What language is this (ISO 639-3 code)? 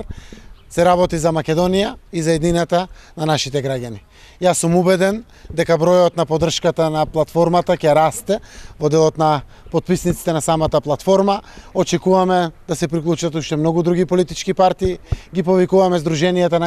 mkd